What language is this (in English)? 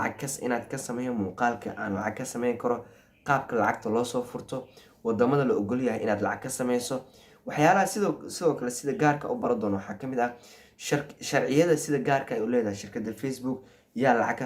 Somali